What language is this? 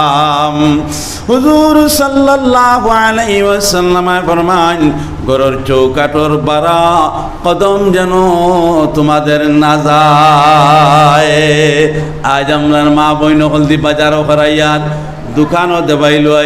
Sylheti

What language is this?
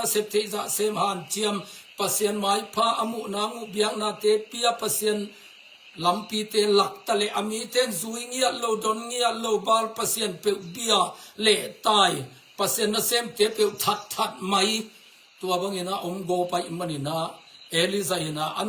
Tedim Chin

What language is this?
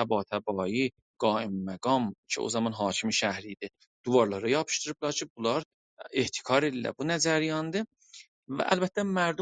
South Azerbaijani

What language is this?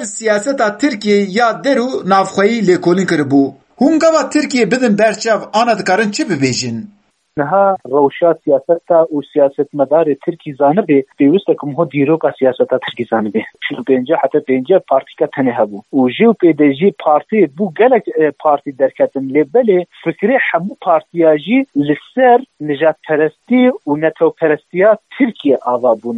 Kurdish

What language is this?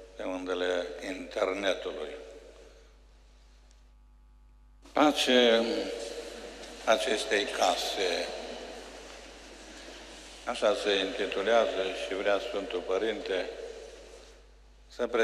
Romanian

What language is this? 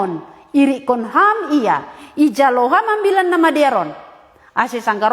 Batak Simalungun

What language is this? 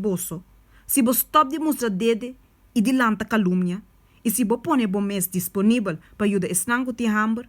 Papiamento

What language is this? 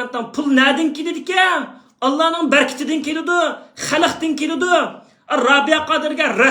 Uyghur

